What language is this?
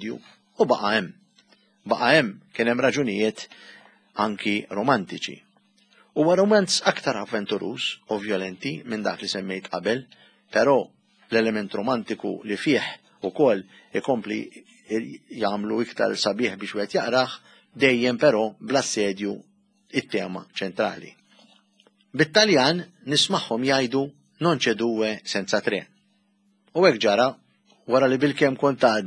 Maltese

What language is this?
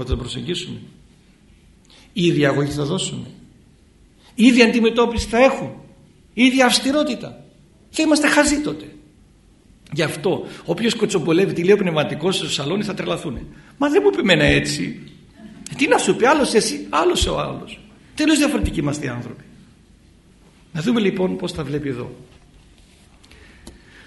Greek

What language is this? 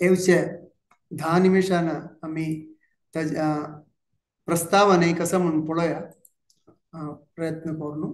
Konkani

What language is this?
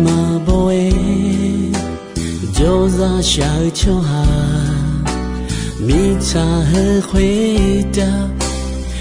Akha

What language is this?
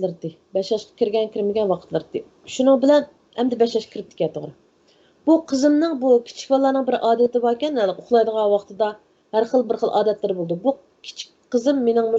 Uyghur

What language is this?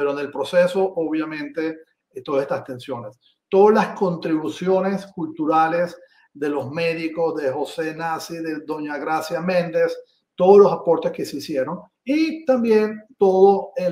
Ladino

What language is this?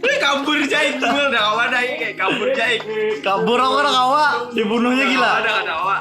Banjar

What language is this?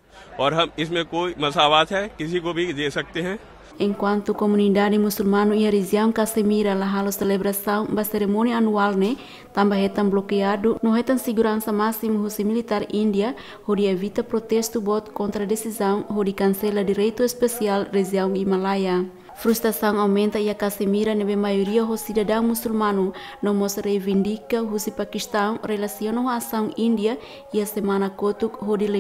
Tetum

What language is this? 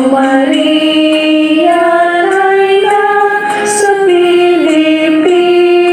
Cebuano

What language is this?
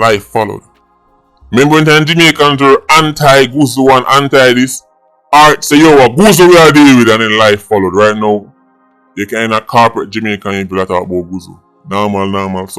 Jamaican Creole English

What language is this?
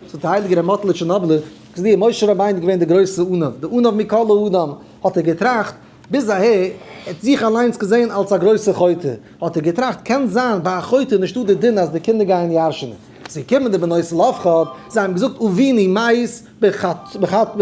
Yiddish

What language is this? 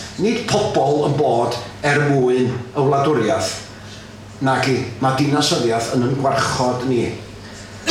Welsh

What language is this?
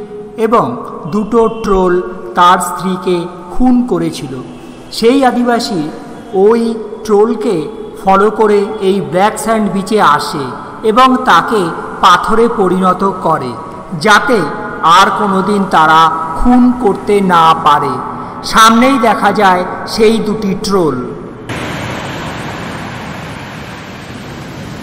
Bangla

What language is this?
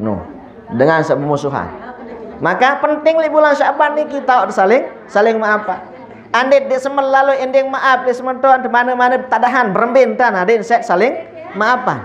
Sasak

